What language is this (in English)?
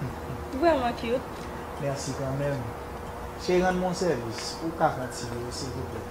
Haitian Creole